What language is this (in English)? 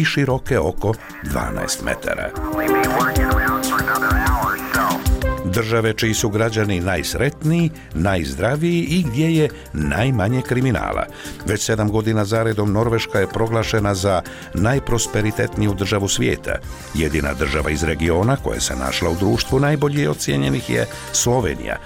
Bosnian